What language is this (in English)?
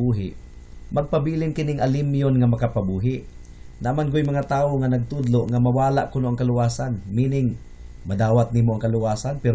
Cebuano